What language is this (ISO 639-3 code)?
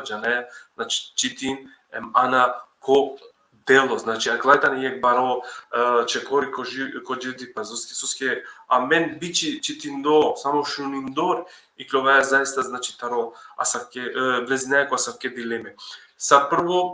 rmn